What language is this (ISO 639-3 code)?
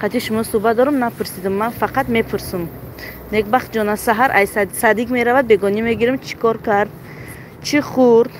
tgk